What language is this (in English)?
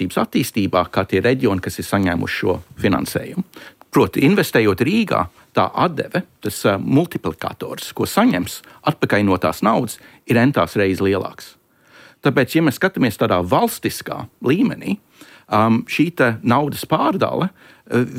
Latvian